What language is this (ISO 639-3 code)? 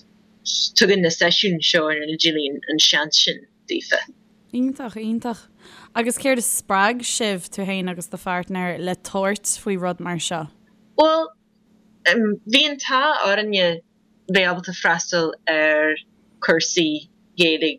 gle